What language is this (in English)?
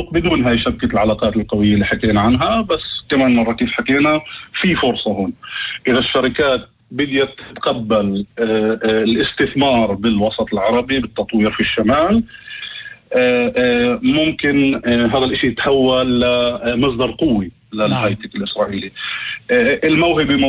North Levantine Arabic